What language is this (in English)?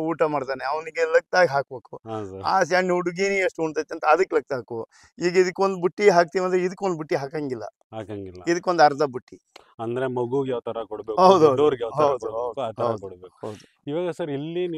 Kannada